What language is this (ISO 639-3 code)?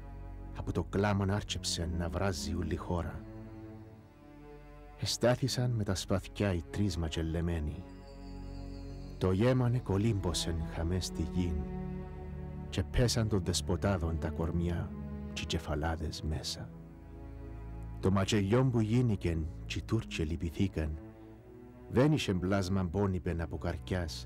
ell